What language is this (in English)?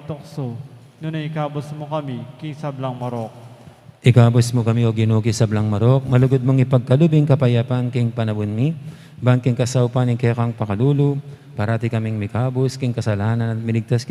Pampanga